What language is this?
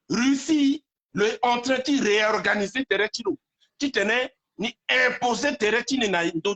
Sango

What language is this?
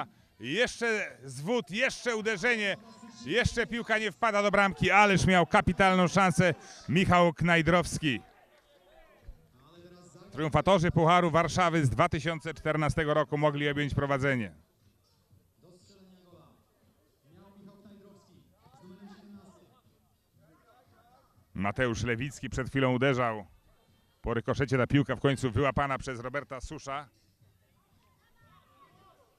Polish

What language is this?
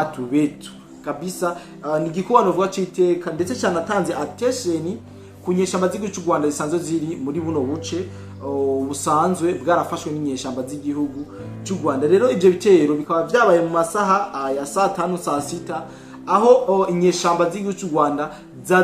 Rundi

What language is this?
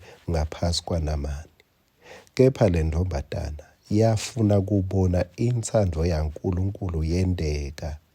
Swati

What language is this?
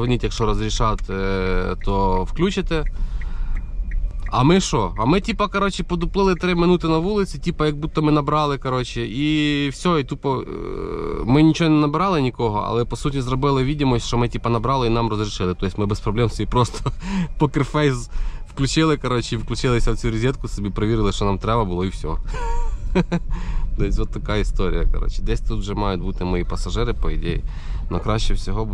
Ukrainian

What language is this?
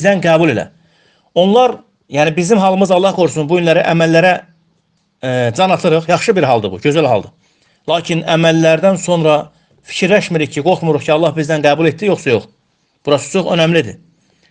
Azerbaijani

